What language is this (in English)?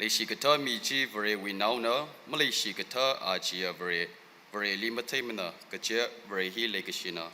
Tangkhul Naga (India)